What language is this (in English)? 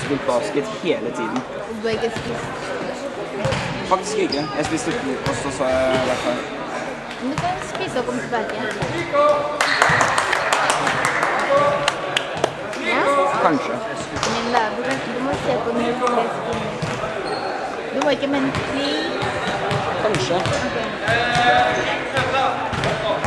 Norwegian